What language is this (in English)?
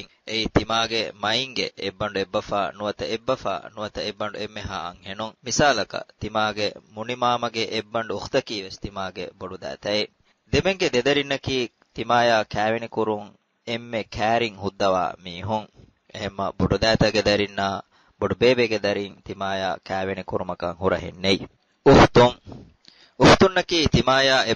Divehi